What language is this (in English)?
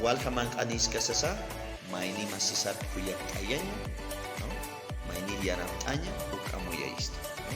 Aymara